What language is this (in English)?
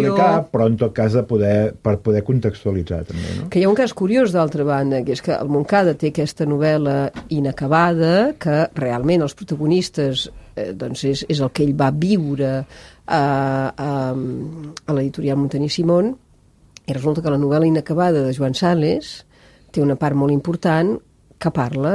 Catalan